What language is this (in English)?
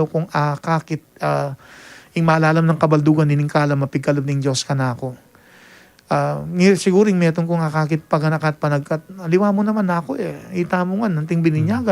Pampanga